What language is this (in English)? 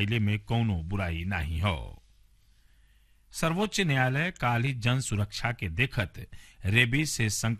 Bhojpuri